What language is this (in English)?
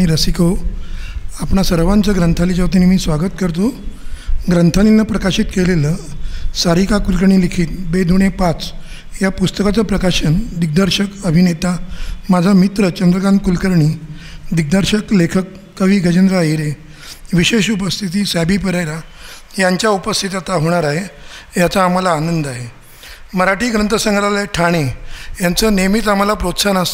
Marathi